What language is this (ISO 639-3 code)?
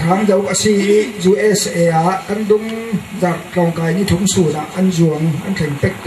cfm